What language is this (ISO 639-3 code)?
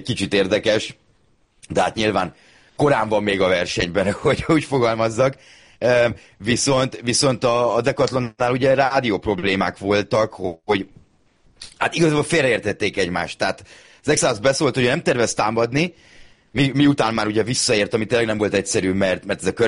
hun